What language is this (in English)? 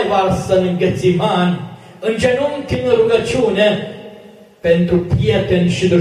Romanian